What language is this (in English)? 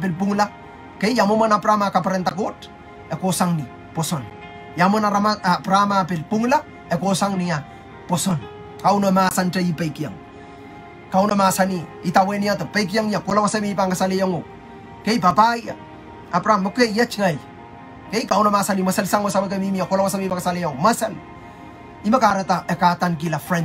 Pohnpeian